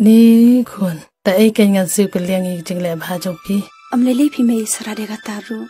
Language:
Khasi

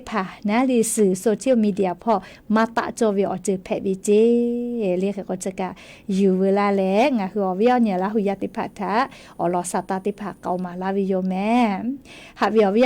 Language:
Lahu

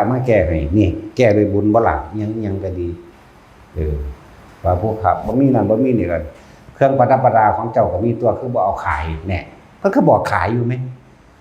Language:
Northeastern Thai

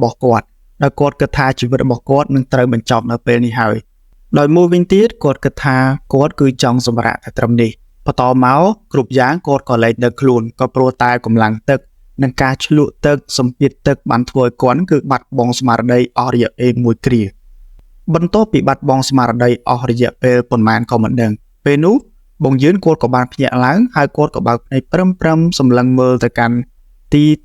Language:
Khmer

